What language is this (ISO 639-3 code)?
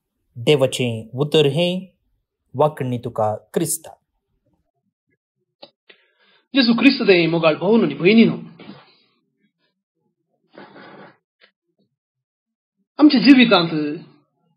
kok